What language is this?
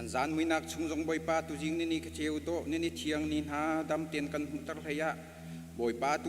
Hakha Chin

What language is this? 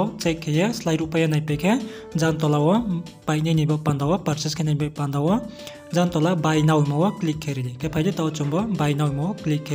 Riang (India)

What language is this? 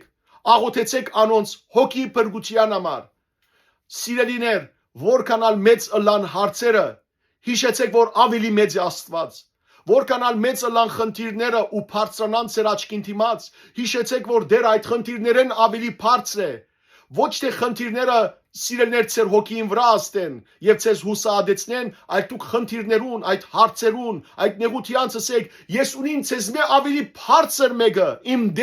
Western Armenian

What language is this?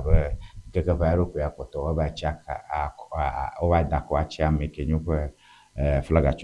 Ewe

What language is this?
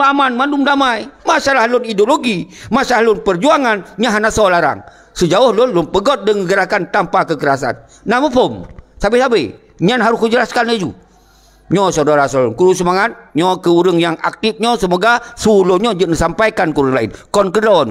Achinese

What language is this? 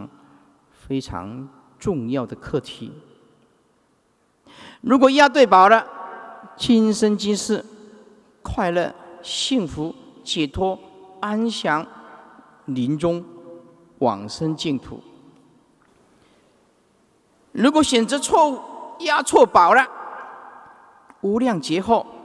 Chinese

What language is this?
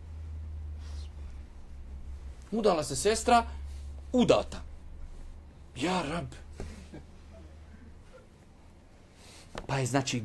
Bosnian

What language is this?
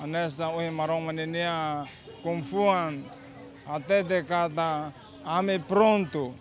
Tetum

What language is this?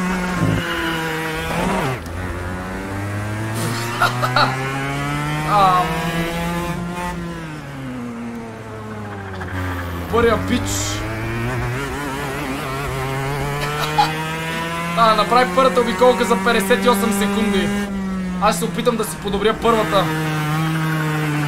Bulgarian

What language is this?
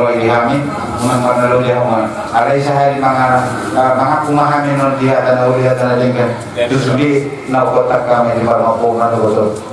Batak Toba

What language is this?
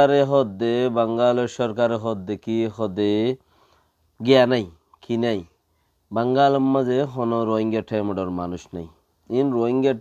Rohingya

